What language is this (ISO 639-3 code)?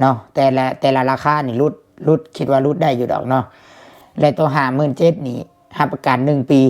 lao